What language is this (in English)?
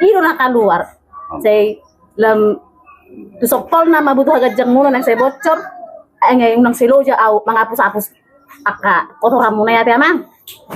Batak Toba